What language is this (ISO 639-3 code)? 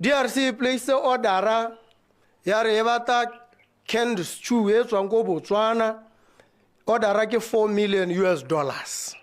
tsn